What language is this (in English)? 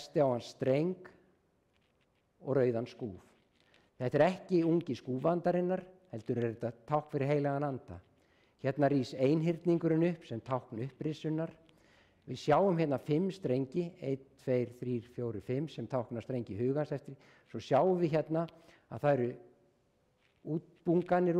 Icelandic